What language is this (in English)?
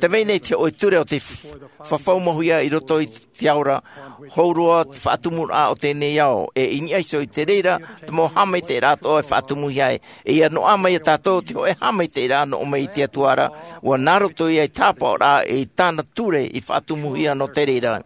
Tahitian